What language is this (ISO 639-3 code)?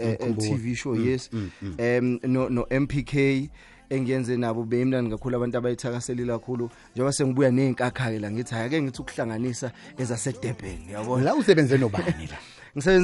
zul